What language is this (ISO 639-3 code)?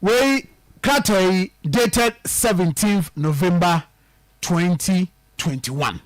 aka